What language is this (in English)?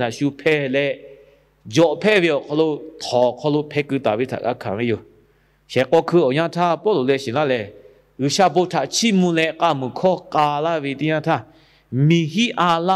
Lahu